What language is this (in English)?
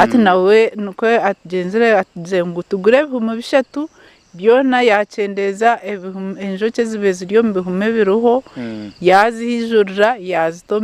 Nyankole